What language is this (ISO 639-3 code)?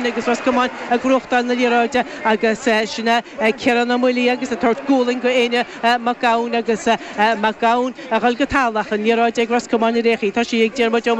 gle